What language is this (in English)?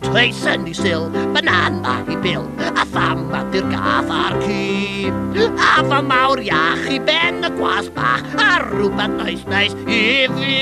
Welsh